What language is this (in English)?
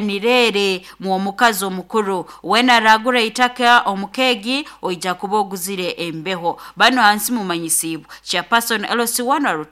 Nyoro